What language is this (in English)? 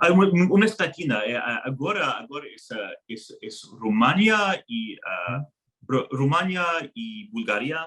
Ladino